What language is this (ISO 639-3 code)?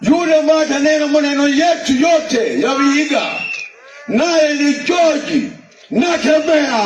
guz